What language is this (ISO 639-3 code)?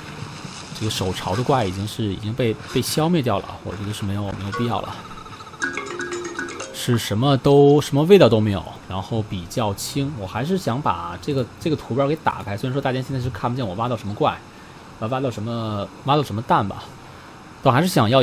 zho